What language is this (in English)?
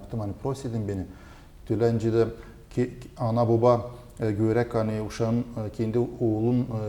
Gagauz